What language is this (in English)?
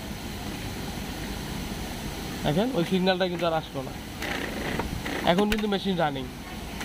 Bangla